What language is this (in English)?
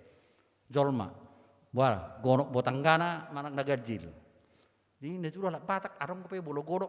Batak Toba